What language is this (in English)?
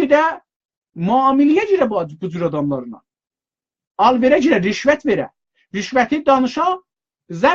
South Azerbaijani